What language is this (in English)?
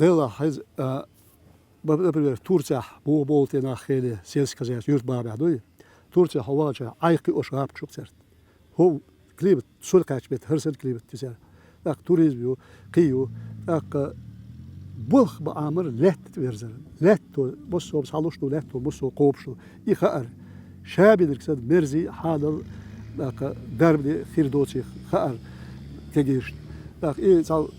Chechen